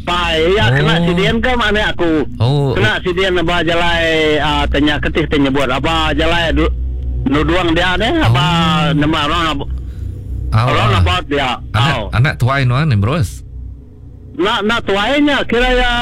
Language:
Iban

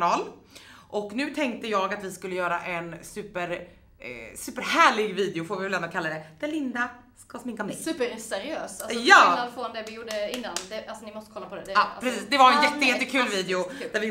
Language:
Swedish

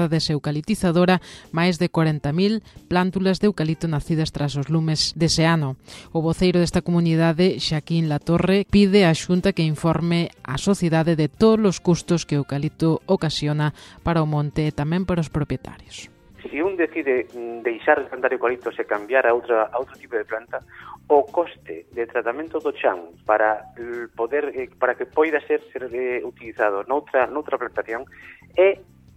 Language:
Galician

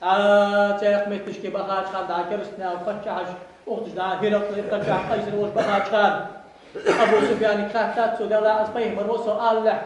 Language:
Ingush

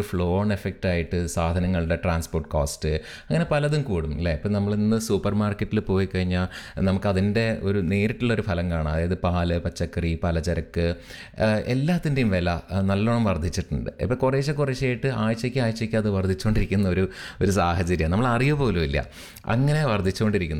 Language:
Malayalam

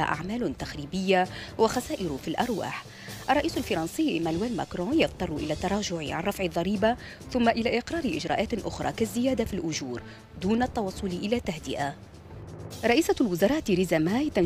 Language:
Arabic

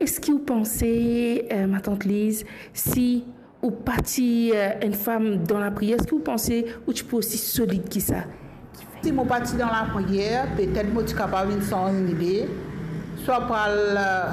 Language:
Morisyen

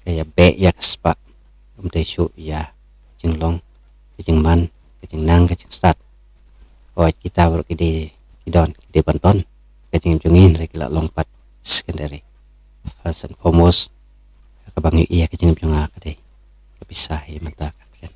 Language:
Khasi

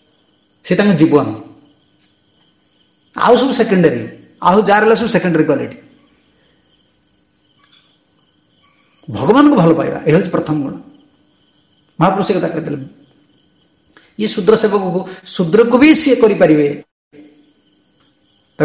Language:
Odia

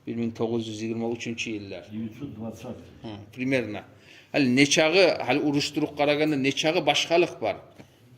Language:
Kumyk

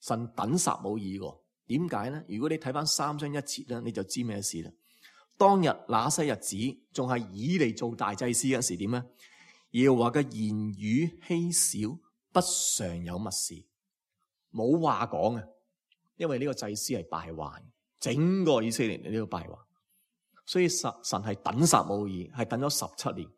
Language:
Cantonese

